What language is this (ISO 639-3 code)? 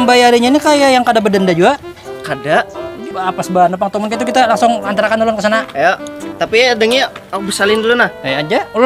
bjn